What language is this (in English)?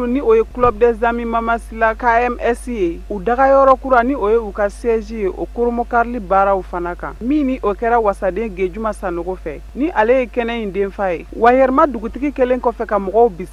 Bambara